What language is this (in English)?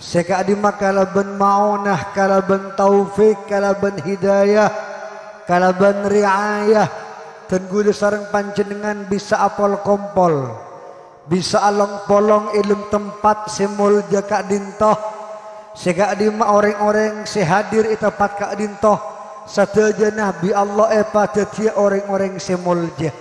Madurese